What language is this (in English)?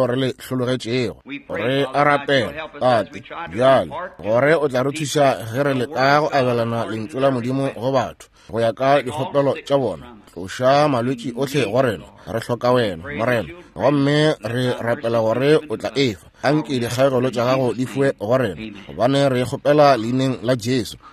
Northern Sotho